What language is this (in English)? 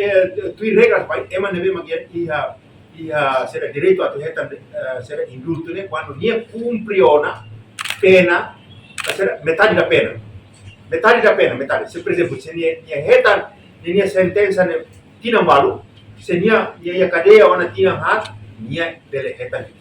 Tetum